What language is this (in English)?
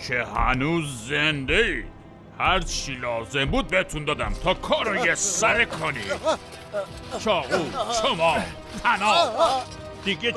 Persian